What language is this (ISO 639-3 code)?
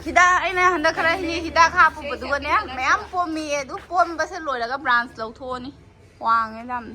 mni